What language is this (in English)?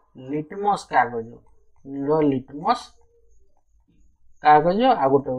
Odia